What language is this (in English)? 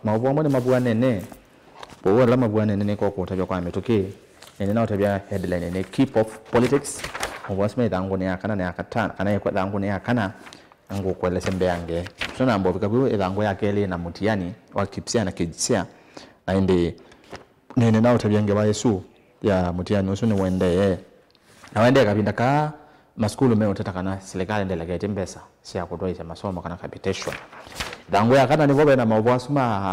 Kamba